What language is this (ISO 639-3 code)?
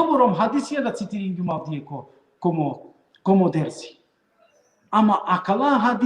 rmn